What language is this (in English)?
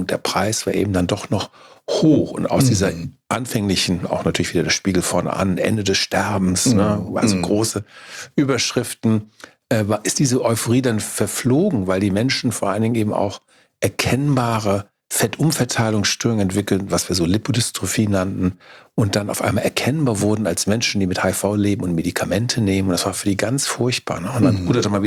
German